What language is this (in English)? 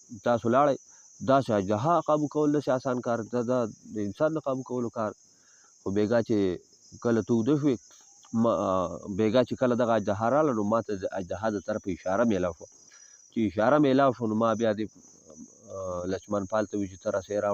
Pashto